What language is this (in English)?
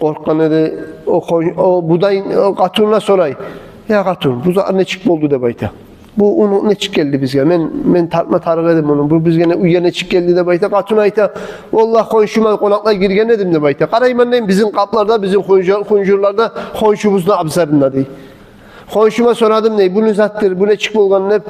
Kumyk